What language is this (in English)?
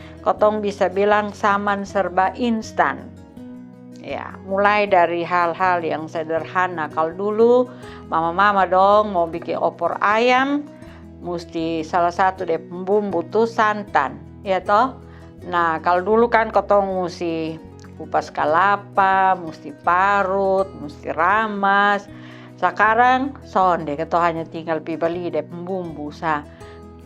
Kupang Malay